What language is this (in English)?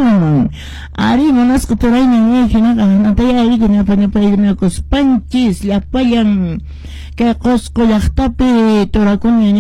Quechua